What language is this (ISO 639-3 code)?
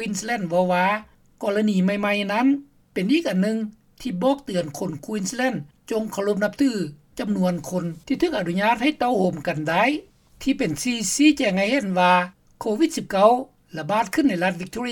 lao